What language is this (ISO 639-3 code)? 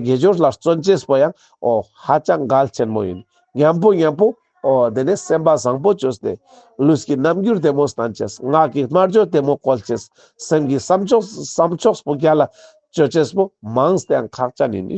lbj